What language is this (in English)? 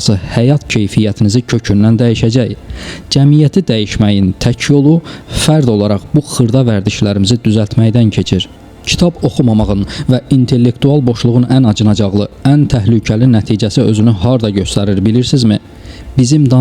Azerbaijani